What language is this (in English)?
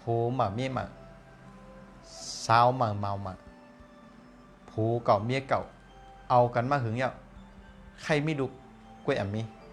Shan